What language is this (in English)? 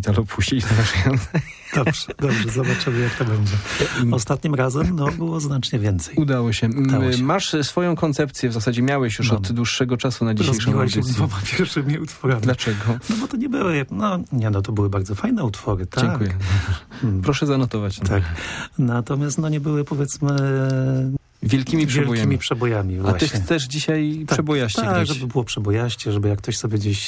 Polish